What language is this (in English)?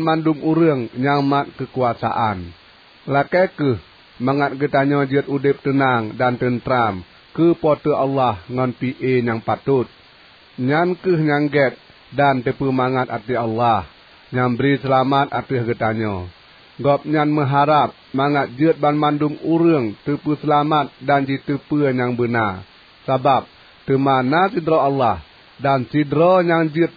Achinese